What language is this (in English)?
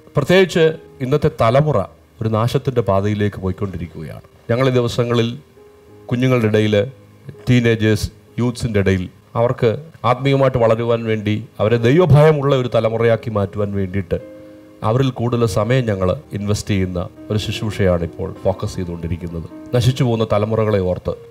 Malayalam